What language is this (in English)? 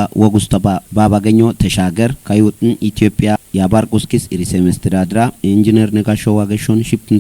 Kafa